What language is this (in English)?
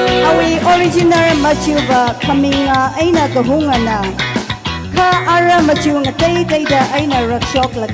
Tangkhul Naga (India)